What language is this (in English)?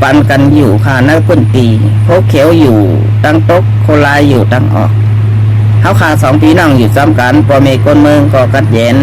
Shan